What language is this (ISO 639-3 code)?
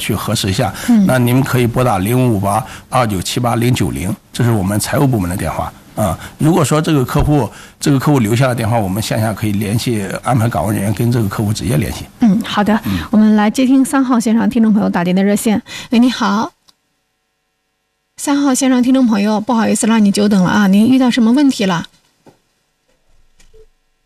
zho